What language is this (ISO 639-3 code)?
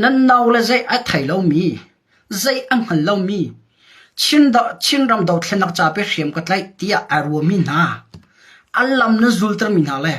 cnh